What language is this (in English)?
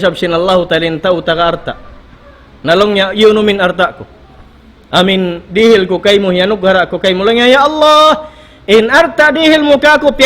Tausug